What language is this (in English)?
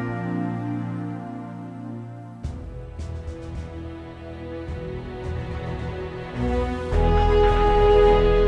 Papiamento